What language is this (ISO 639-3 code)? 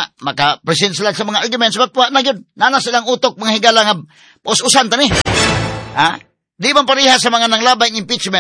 ceb